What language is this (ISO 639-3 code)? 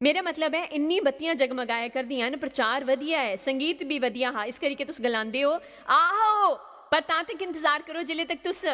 doi